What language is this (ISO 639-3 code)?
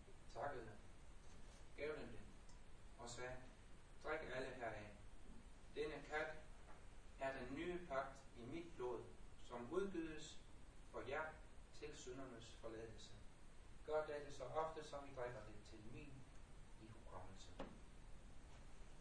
dan